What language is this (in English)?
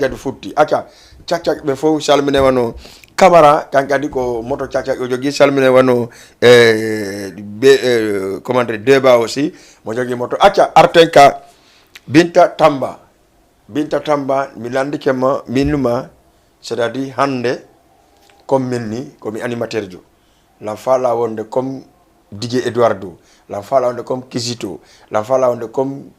Fula